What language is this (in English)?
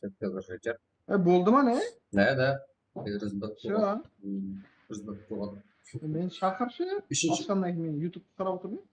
Kara-Kalpak